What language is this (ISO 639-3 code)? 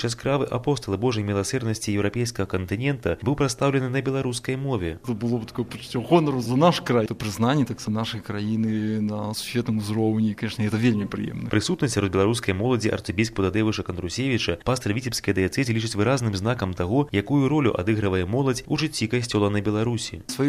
bel